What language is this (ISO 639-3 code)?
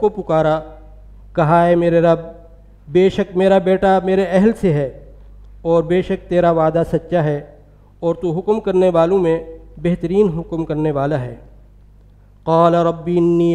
urd